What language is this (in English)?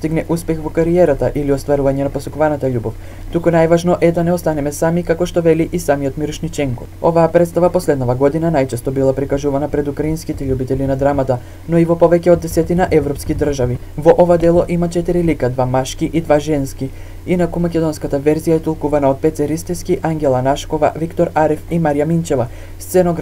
Macedonian